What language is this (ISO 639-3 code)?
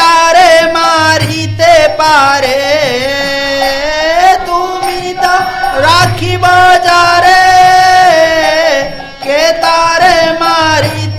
ori